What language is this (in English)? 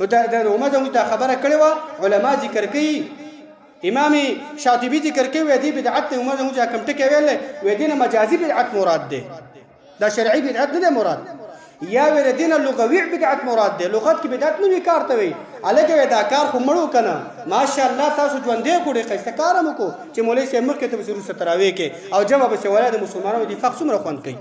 Pashto